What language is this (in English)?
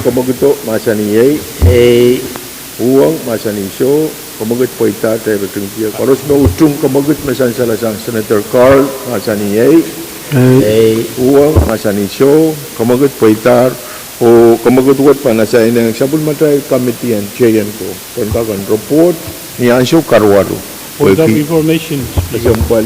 Pohnpeian